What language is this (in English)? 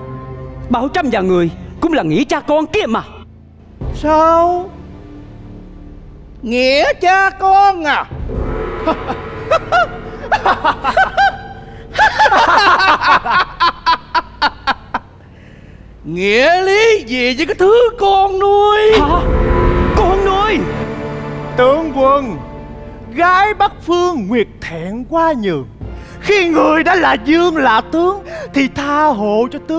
Vietnamese